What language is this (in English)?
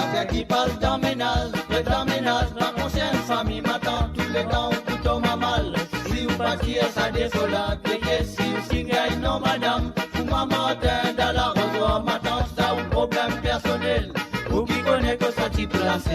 Morisyen